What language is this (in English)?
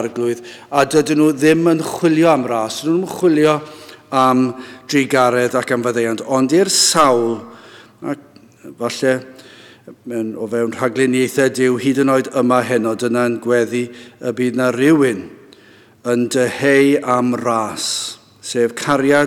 Welsh